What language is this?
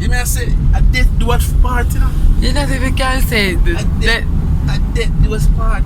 Jamaican Creole English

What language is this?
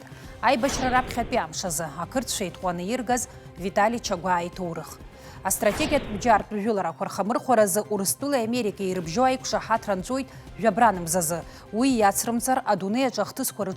Abkhazian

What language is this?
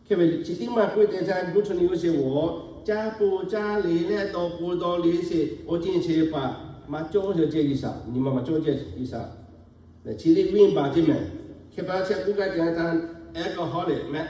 Lahu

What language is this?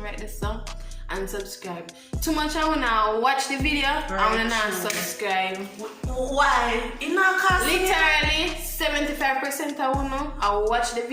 Jamaican Creole English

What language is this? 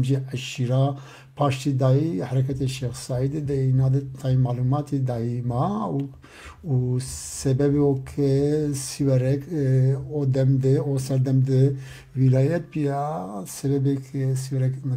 Zaza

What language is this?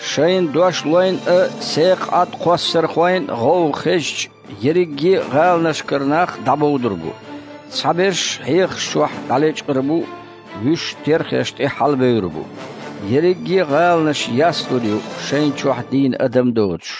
Chechen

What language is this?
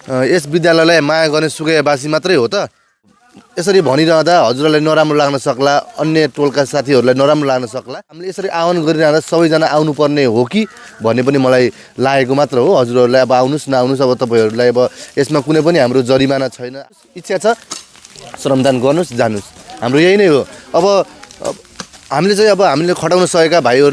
Nepali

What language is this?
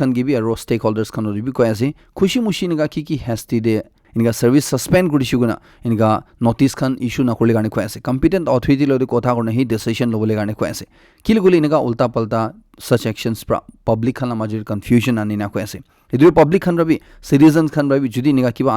Naga Pidgin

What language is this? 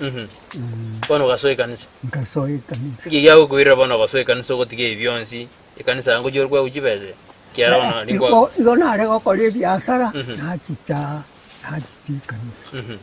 Gusii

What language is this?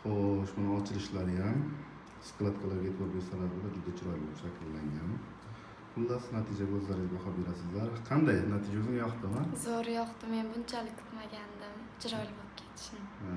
Uzbek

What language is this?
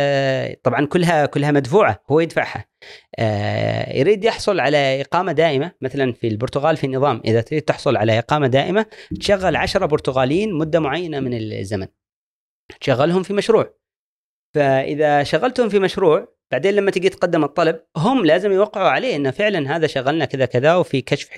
Gulf Arabic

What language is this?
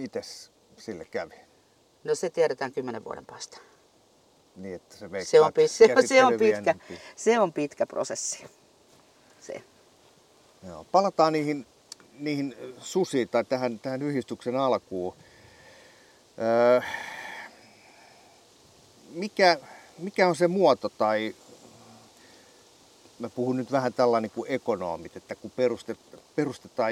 Finnish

